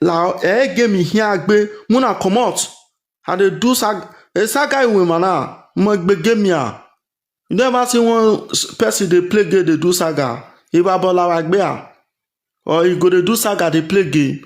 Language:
Nigerian Pidgin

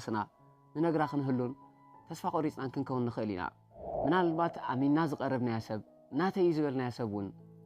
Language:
Tigrinya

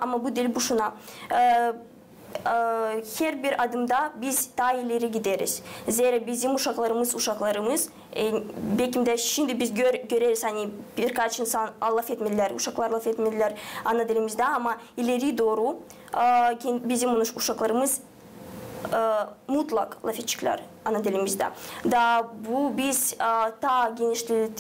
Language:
Gagauz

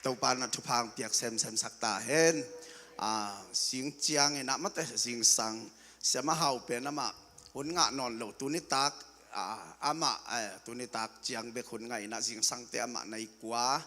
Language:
Tedim Chin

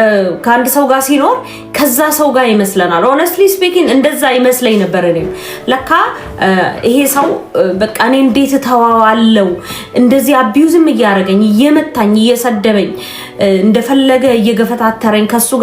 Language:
Amharic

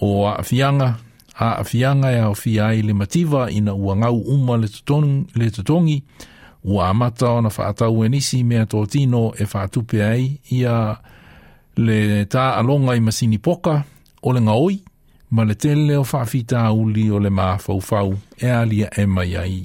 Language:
Samoan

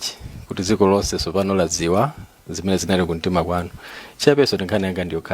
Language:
Nyanja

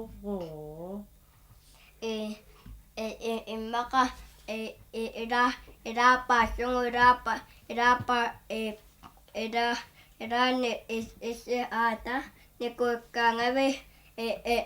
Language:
Kalaallisut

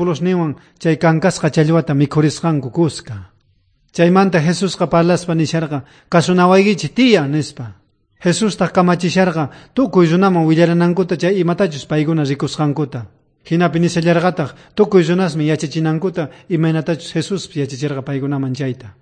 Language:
South Bolivian Quechua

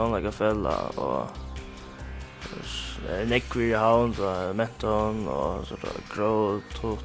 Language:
Faroese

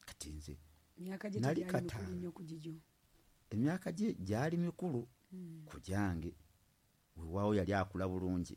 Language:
Ganda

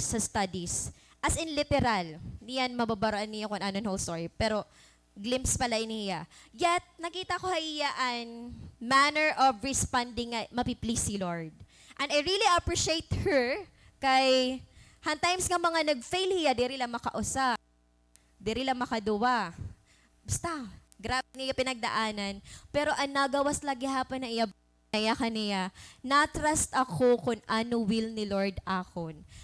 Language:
Waray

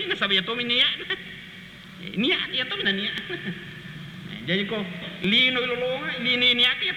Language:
Buginese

